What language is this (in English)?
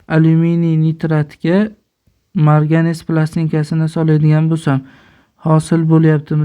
Uzbek